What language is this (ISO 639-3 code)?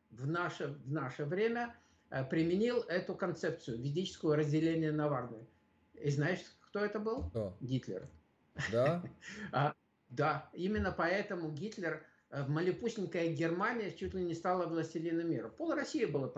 rus